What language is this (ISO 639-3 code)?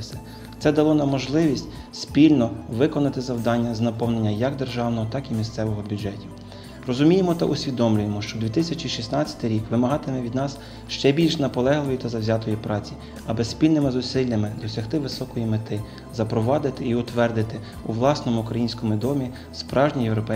ukr